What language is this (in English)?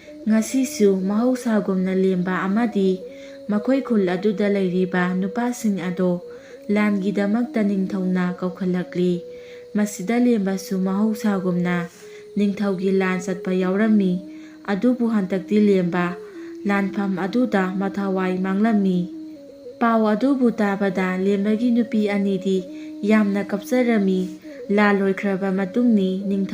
Manipuri